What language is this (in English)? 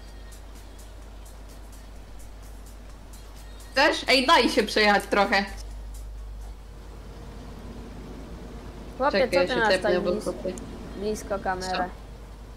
Polish